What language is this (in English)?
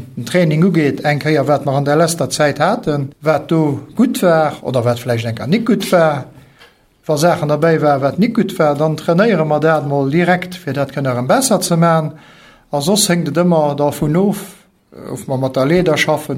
Luxembourgish